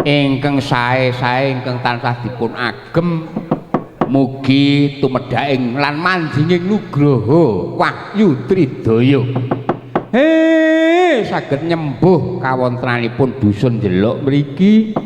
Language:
Javanese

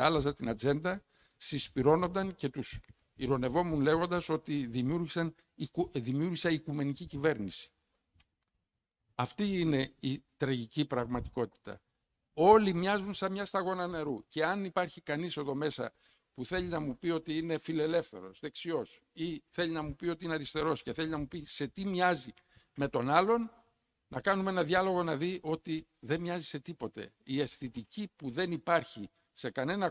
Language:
Greek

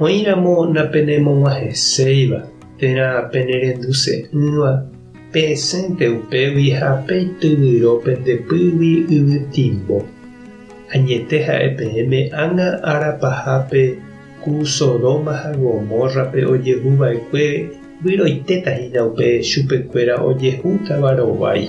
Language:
Guarani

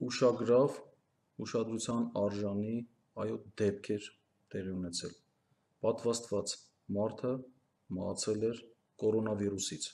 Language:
Armenian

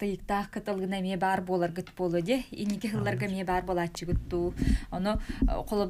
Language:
Yakut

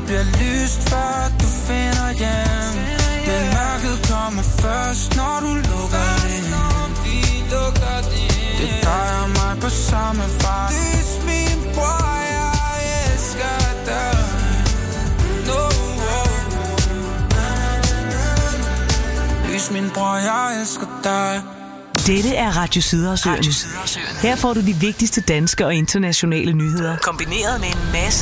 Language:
Danish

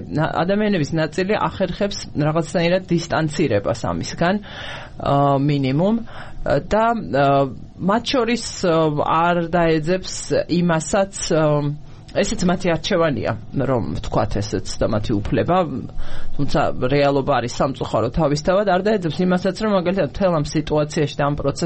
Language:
Georgian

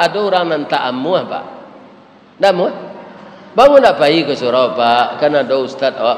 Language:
Minangkabau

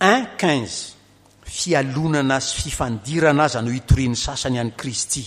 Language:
Malagasy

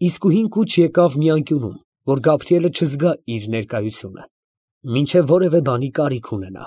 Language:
Armenian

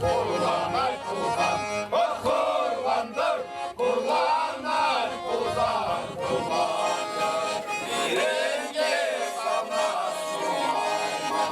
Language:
Chuvash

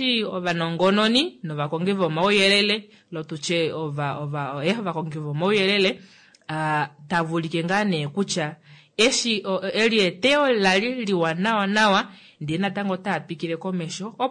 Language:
Kuanyama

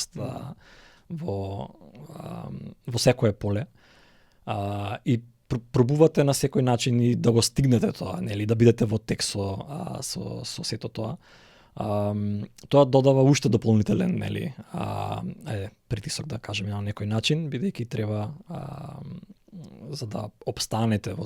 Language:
Macedonian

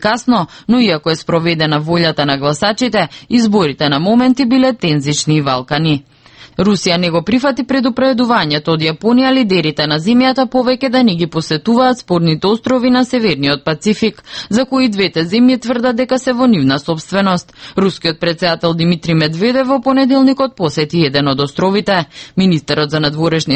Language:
Macedonian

